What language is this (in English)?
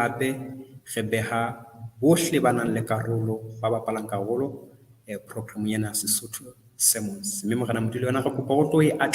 Southern Sotho